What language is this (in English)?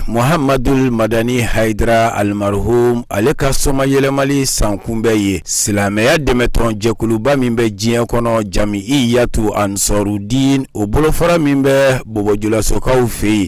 Bambara